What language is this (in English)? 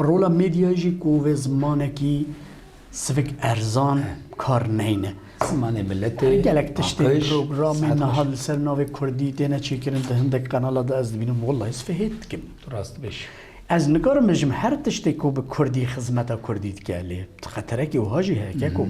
Kurdish